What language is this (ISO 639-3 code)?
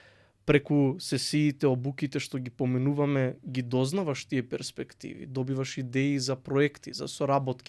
mkd